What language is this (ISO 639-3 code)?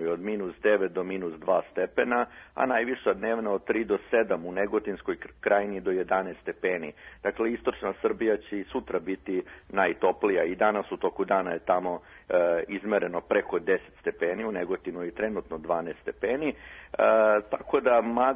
srp